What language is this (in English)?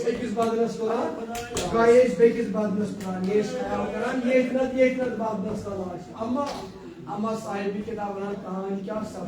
Kashmiri